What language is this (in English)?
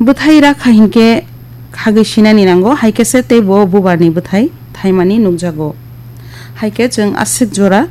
Kok Borok